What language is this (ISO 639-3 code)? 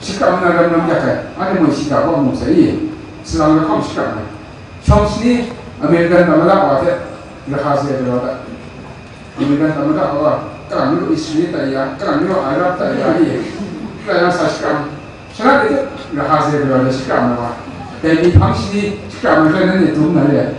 kac